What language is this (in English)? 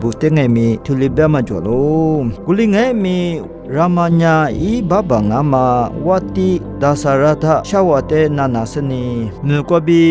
Lisu